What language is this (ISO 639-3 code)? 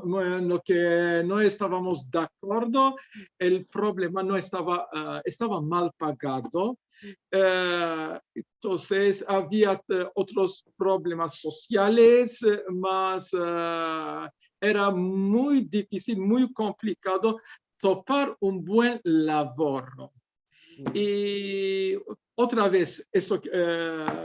lad